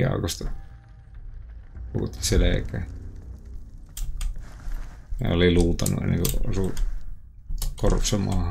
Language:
Finnish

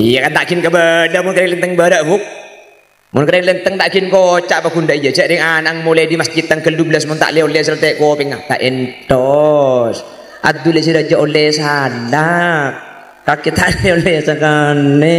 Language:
Madurese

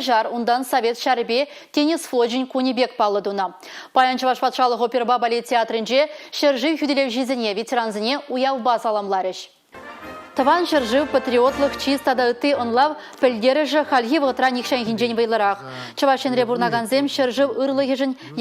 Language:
Chuvash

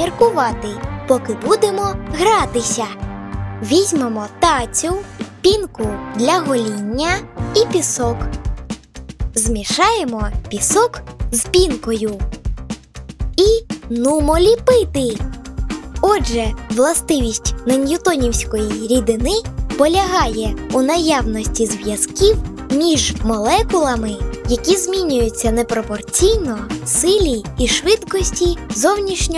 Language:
Ukrainian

